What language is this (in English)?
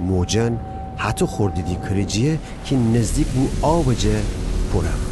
Gilaki